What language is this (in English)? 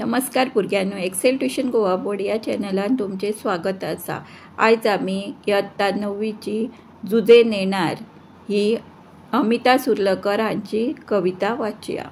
Konkani